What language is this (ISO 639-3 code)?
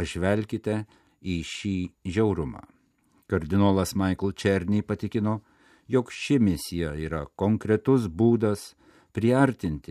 lit